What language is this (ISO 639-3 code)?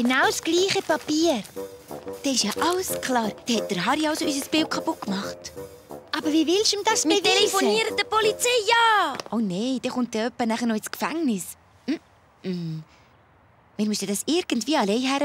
gsw